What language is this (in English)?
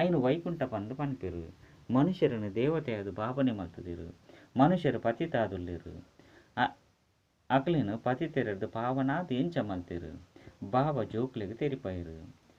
Tulu